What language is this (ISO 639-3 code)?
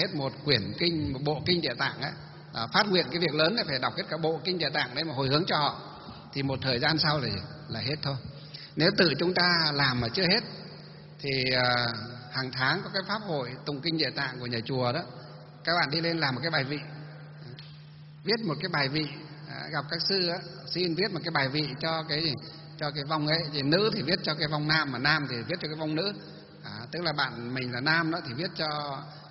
vie